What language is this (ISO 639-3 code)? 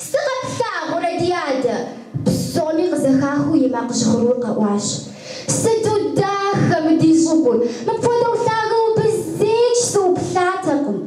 kbd